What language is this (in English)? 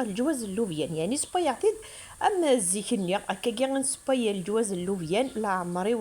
Kabyle